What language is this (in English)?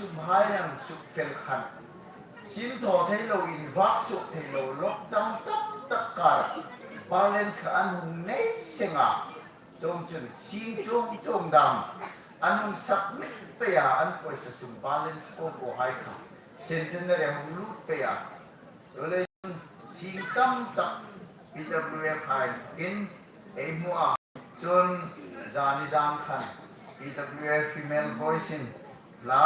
Hmar